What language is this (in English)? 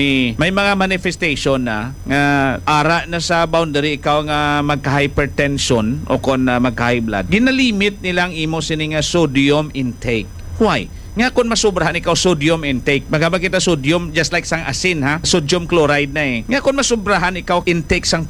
Hiligaynon